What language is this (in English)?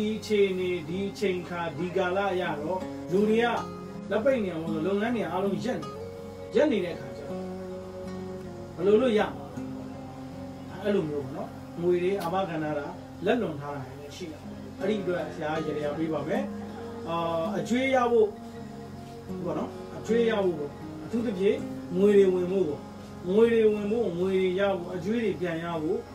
Burmese